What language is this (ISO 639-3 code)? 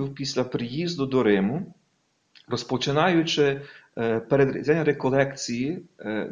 ukr